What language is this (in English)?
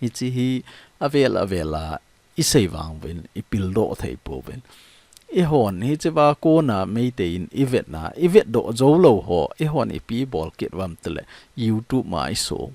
Thado Chin